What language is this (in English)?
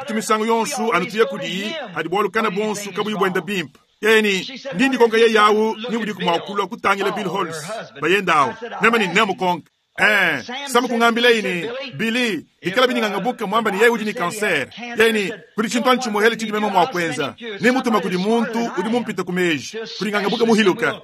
Luba-Lulua